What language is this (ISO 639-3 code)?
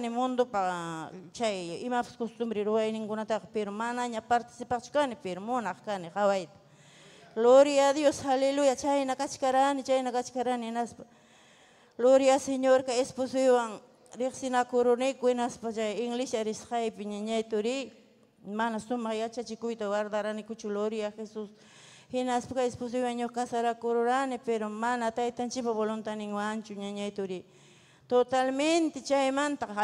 quy